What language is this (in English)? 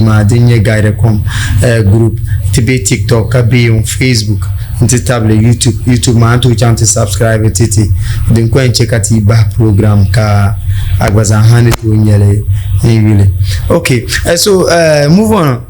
Dagbani